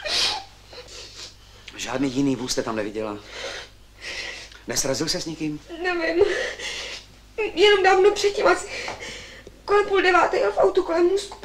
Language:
Czech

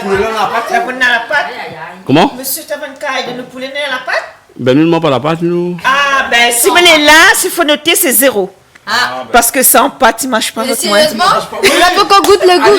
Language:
Réunion Creole French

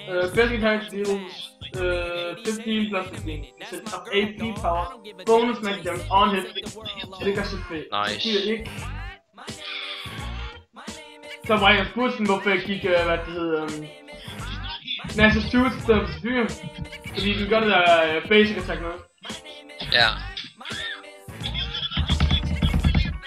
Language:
Danish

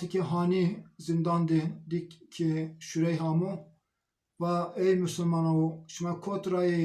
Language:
Zaza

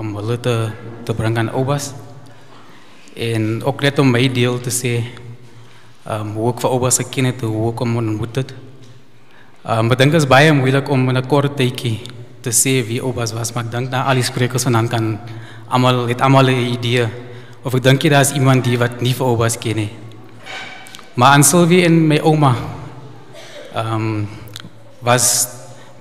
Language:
Afrikaans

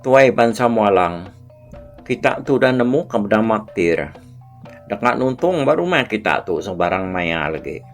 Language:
Iban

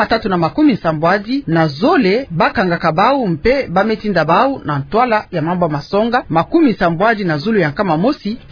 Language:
Kituba (Democratic Republic of Congo)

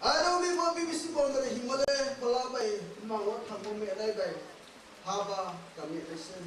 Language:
Riang (India)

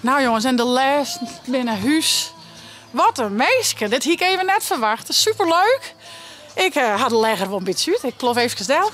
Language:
Western Frisian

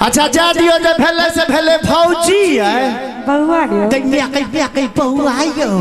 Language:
Maithili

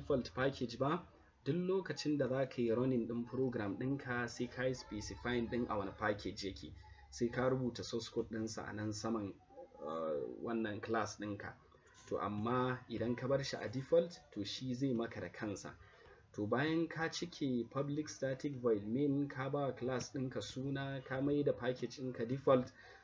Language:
Hausa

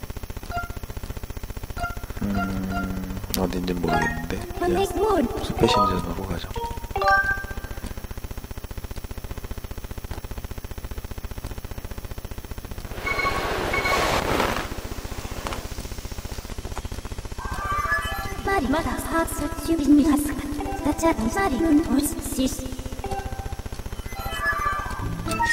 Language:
Korean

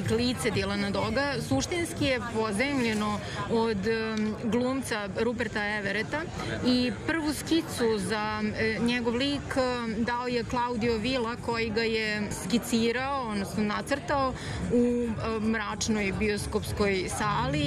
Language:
Serbian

